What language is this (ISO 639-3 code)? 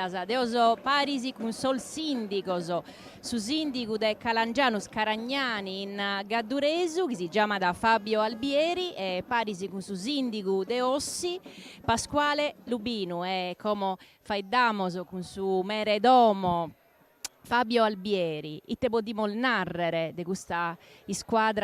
srd